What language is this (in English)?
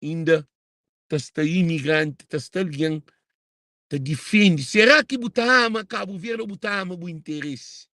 Kabuverdianu